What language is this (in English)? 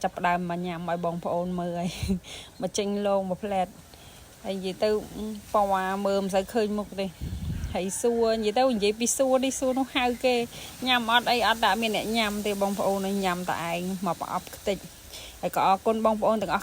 Khmer